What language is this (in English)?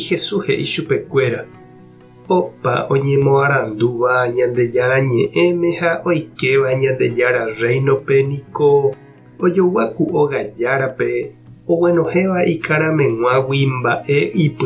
Guarani